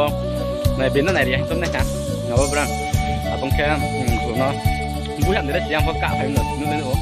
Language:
Riang (India)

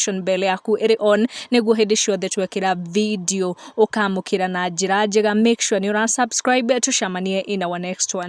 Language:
Kikuyu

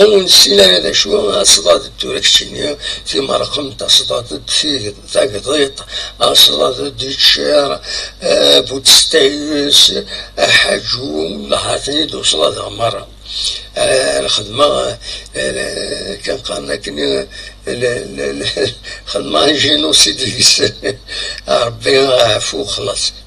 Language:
Kabyle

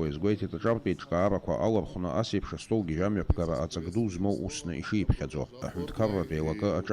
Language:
Abkhazian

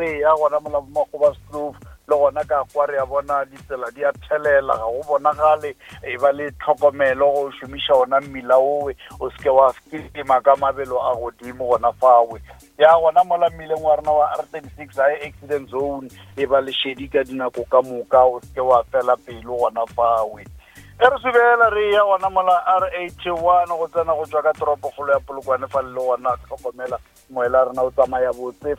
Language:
Northern Sotho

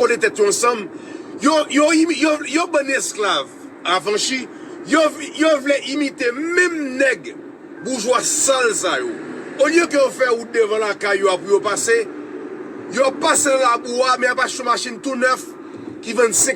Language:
Haitian Creole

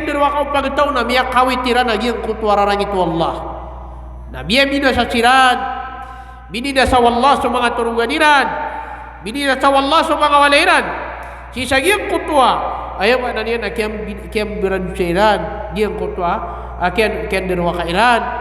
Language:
Maranao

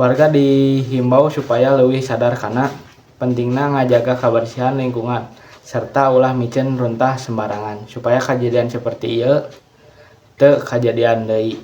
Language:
Sundanese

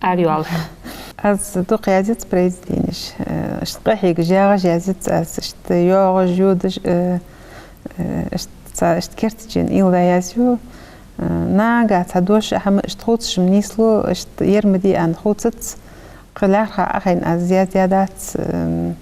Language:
Ingush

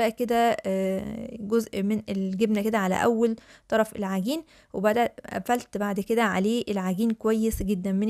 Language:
Egyptian Arabic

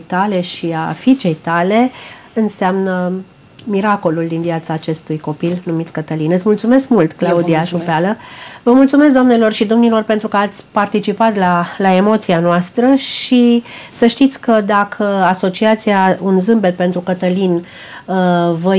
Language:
Romanian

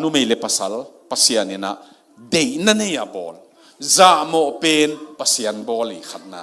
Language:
Tedim Chin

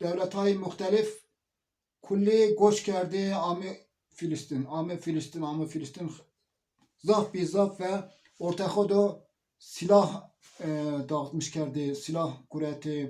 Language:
Zaza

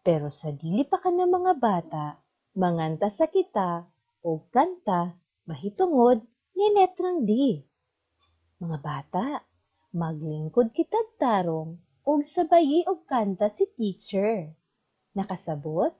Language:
Cebuano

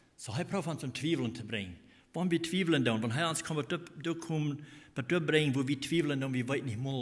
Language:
Plautdietsch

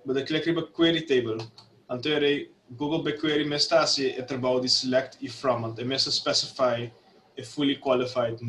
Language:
Papiamento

